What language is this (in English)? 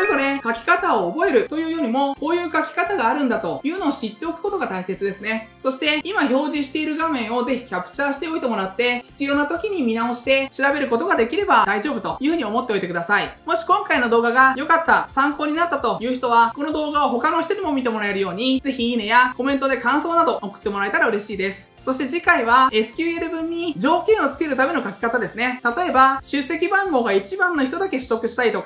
Japanese